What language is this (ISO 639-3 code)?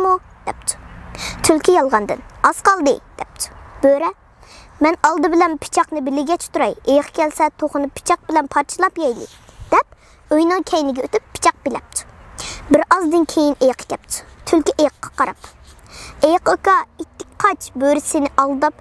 uig